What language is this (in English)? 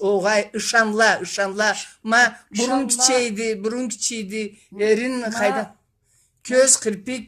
Karachay-Balkar